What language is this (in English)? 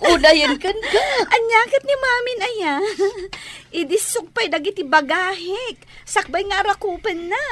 Iloko